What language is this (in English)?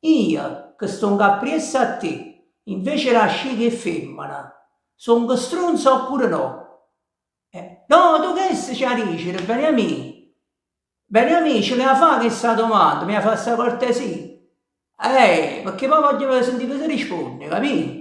Neapolitan